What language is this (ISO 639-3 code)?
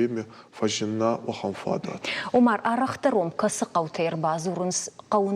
oss